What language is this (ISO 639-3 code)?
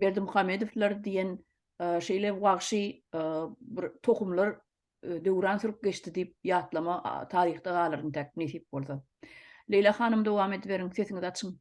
tuk